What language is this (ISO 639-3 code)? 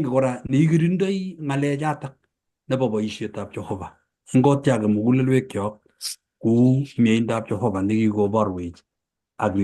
kln